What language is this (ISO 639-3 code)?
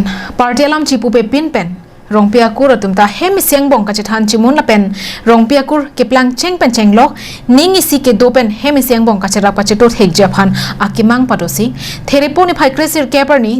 mjw